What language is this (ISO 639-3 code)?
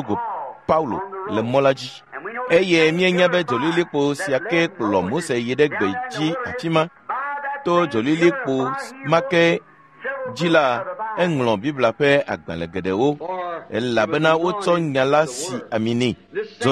ewe